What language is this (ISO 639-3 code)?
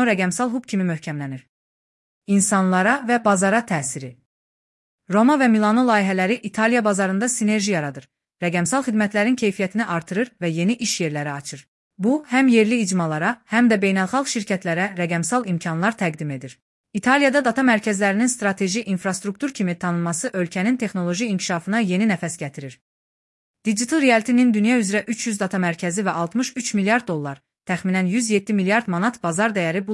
aze